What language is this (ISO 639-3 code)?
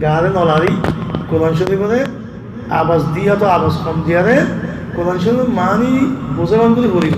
rhg